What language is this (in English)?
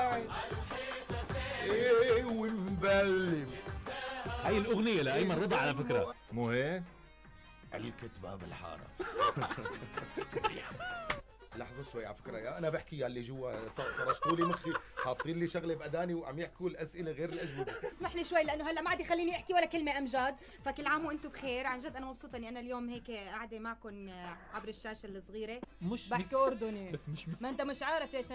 North Levantine Arabic